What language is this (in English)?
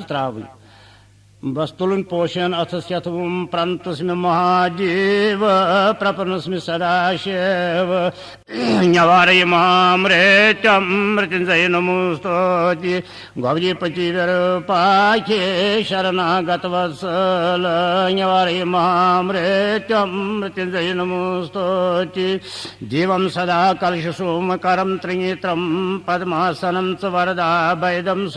Kashmiri